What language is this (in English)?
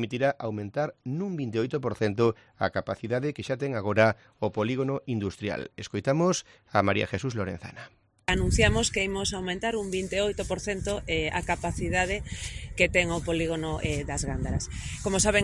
Galician